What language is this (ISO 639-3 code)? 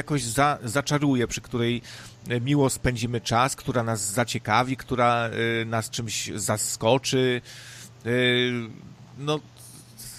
pol